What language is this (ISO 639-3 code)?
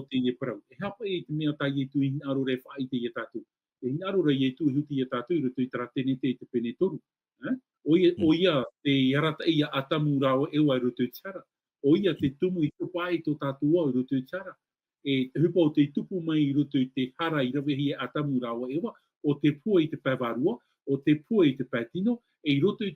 tah